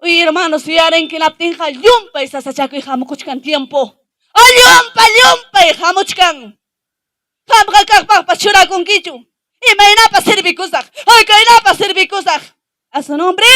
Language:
Ayacucho Quechua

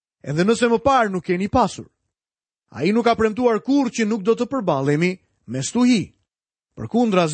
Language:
Albanian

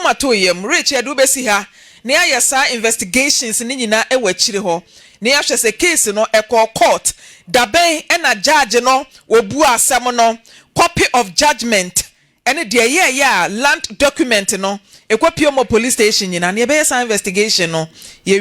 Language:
Akan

